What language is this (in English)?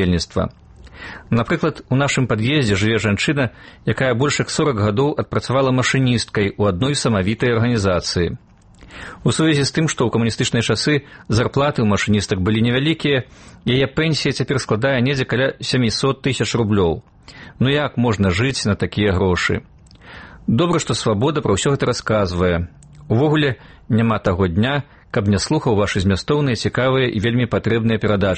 Belarusian